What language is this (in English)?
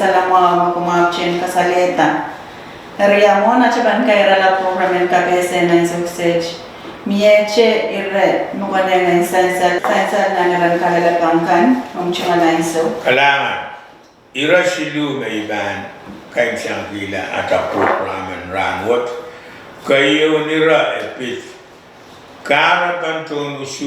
Pohnpeian